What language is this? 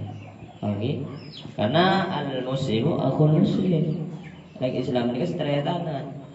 Madurese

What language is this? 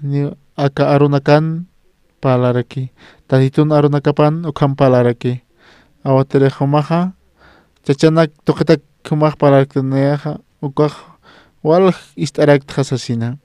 Aymara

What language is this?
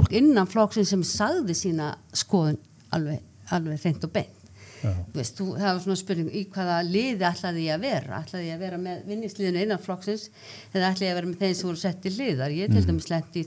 Icelandic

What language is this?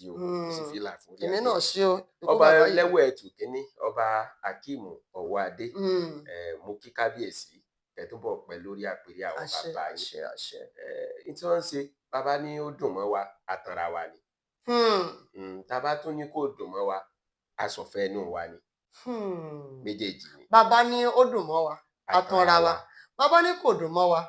Yoruba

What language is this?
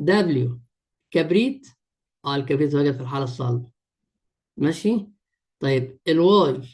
Egyptian Arabic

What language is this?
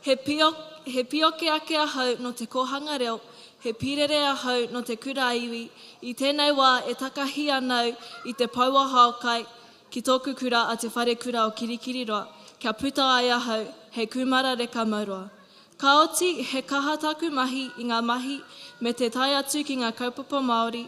Māori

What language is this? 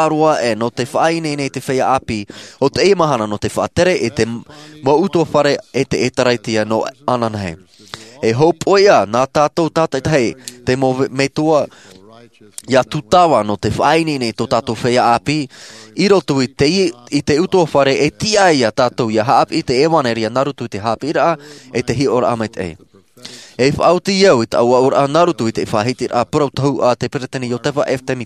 Tahitian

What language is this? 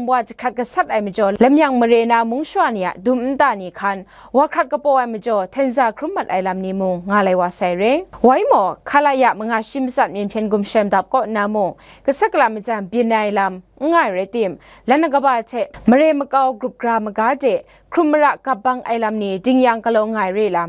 Kachin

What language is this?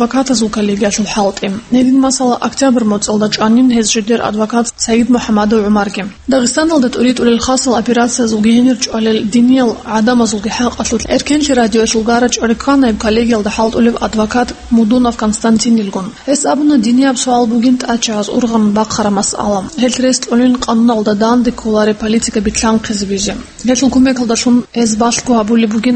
Avaric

